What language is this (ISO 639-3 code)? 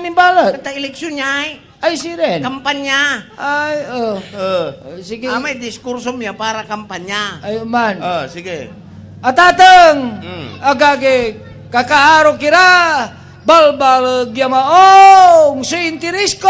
pag